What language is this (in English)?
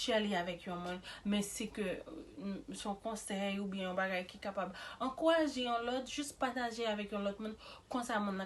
Haitian Creole